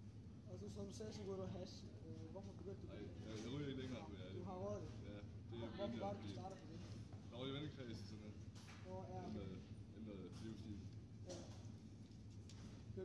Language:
Danish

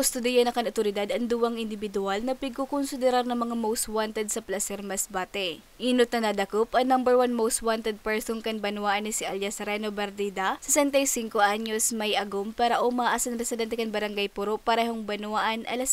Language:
Bikol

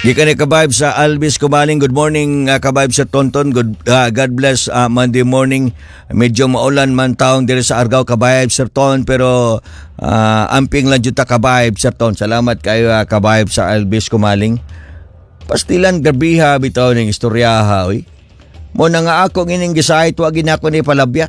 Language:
Cebuano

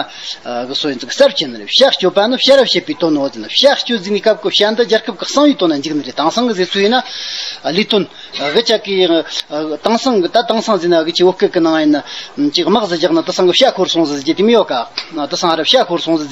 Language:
Amdo Tibetan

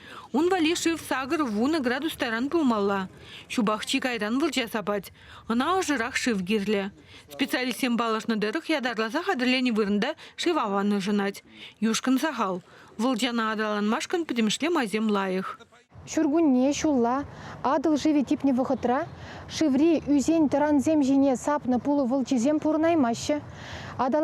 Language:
Chuvash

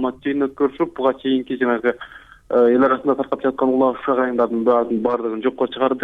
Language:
Kyrgyz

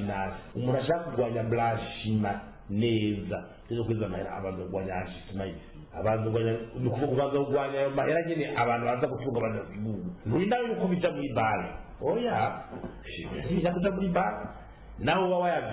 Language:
Kinyarwanda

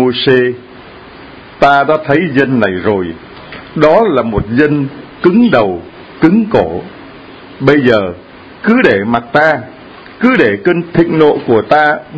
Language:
Vietnamese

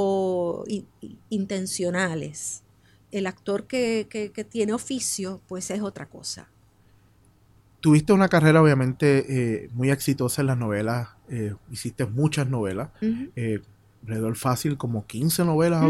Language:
Spanish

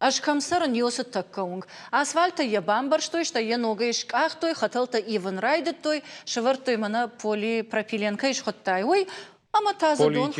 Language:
Ossetic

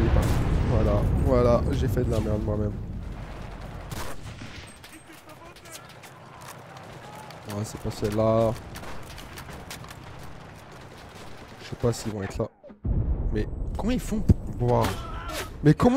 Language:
French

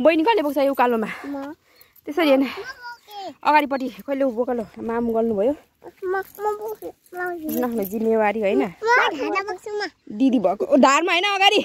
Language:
Nepali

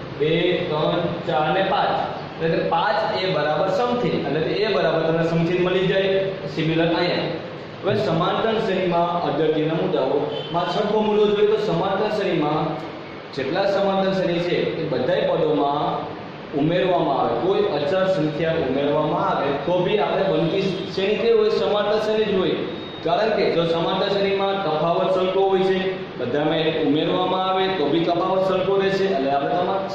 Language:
Gujarati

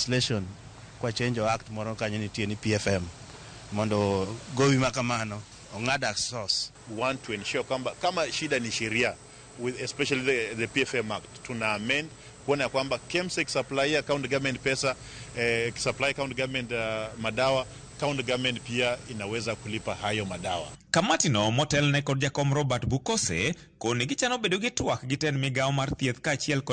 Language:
Luo (Kenya and Tanzania)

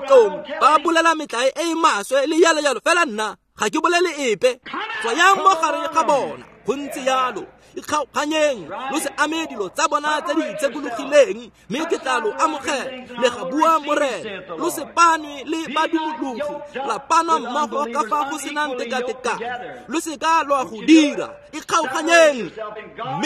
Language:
Tswana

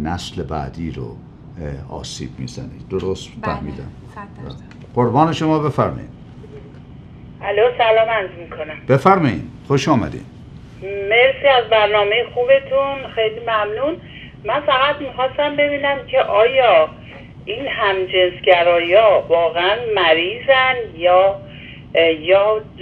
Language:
Persian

